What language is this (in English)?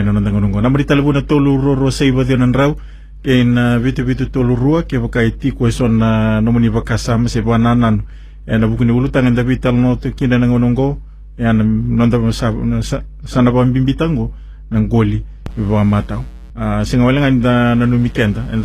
Fijian